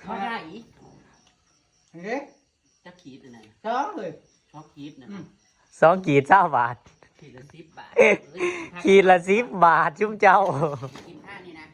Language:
Northeastern Thai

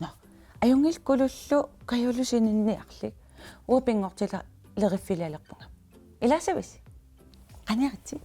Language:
Kalaallisut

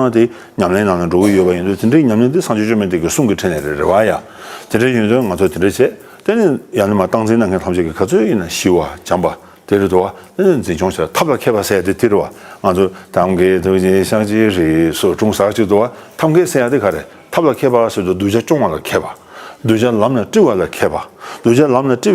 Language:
Tibetan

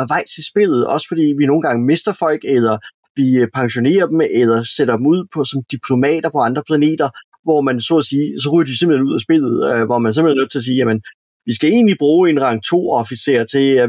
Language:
Danish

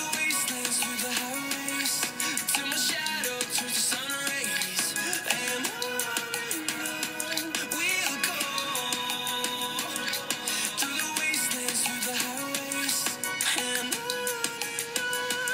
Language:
English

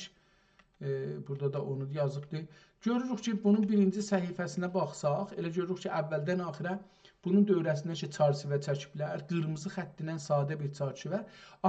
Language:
South Azerbaijani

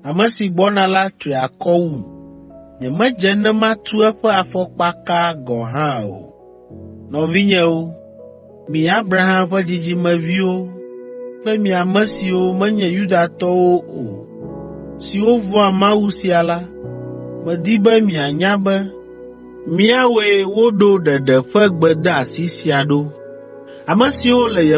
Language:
Ewe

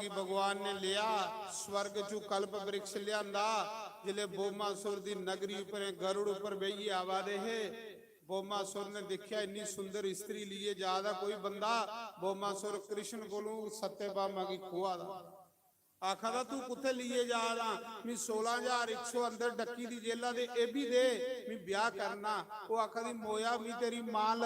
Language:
Dogri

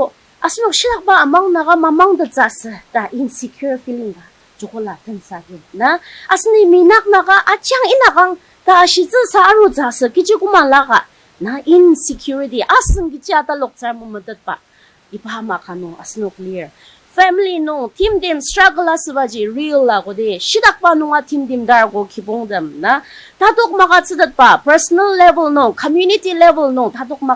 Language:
Ao Naga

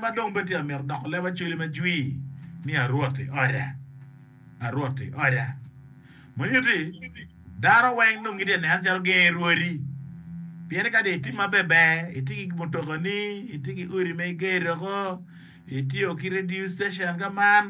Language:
Acoli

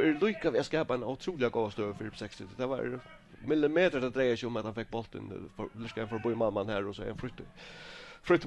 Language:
Faroese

